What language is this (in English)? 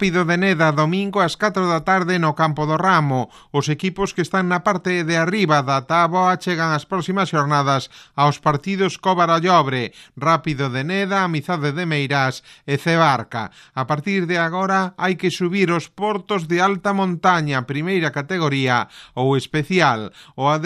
Galician